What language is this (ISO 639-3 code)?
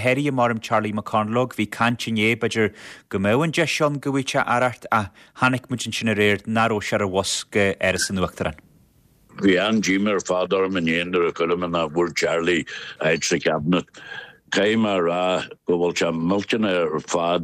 gle